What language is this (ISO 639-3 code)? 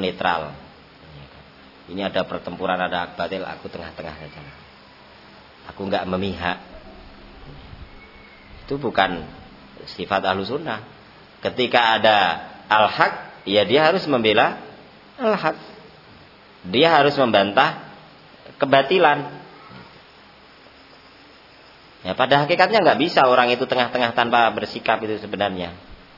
ind